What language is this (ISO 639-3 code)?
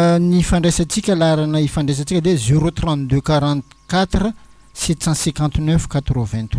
mlg